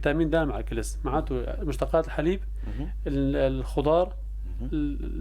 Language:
North Levantine Arabic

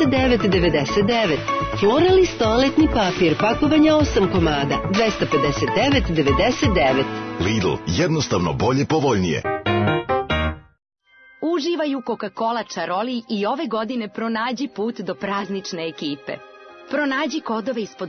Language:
Serbian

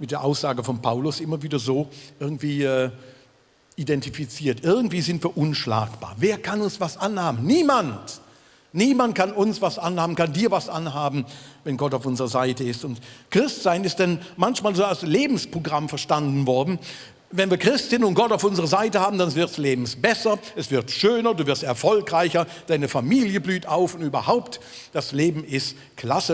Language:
Swiss German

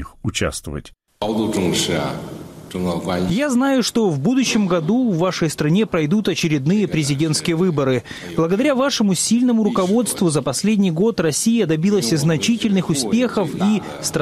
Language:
Russian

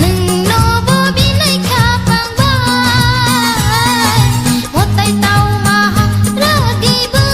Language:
Kok Borok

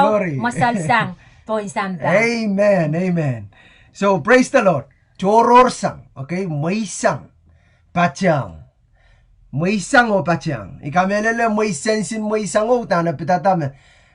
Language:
Pohnpeian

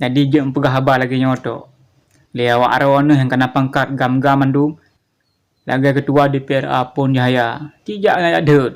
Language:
Achinese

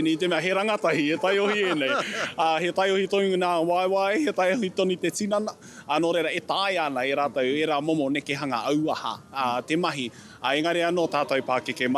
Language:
Māori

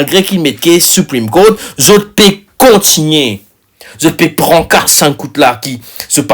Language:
Morisyen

